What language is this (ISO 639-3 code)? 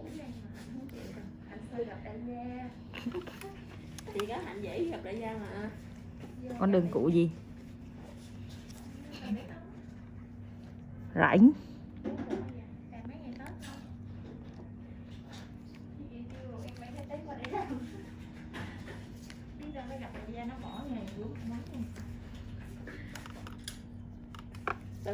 vie